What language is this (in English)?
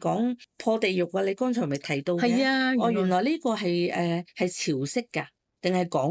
Cantonese